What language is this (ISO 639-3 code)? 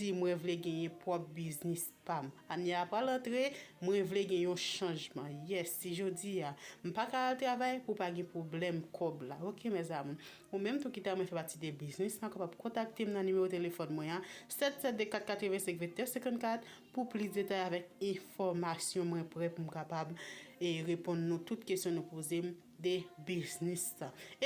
hat